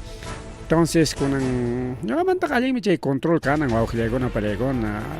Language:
Ayacucho Quechua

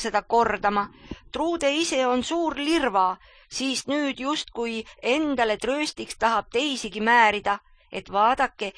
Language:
Estonian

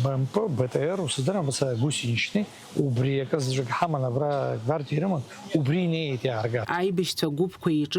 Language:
Abkhazian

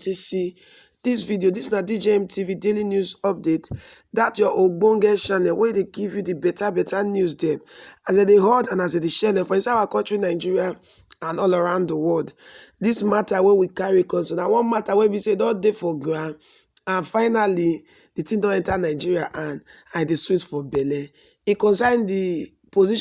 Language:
Nigerian Pidgin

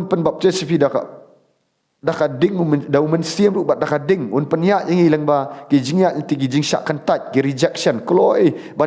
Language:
Khasi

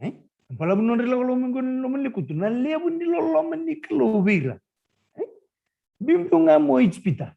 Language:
Fijian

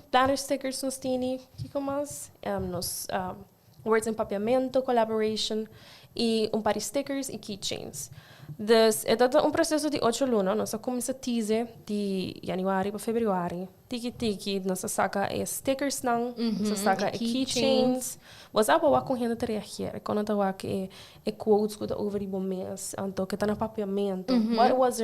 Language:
Papiamento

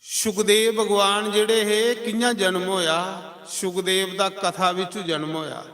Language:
Dogri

